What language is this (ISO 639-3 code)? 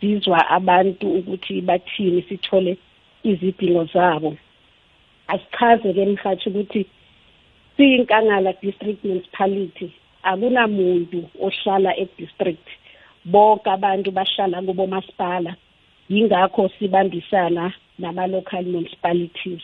nbl